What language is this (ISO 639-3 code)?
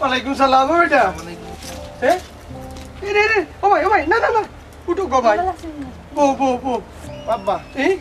syl